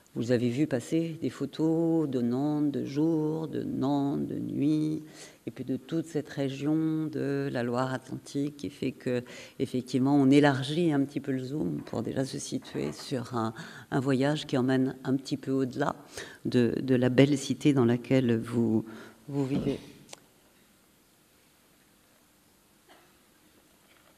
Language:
French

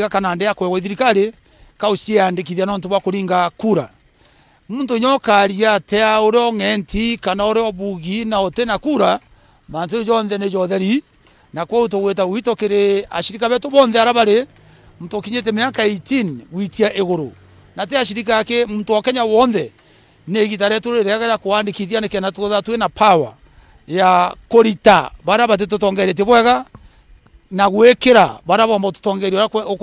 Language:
Meru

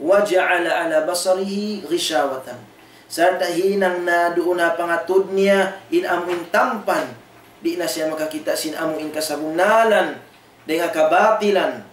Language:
Tausug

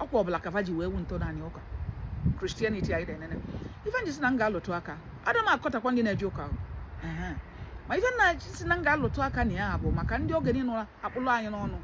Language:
Igbo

